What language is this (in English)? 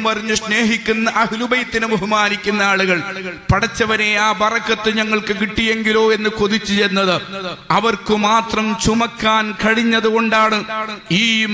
Malayalam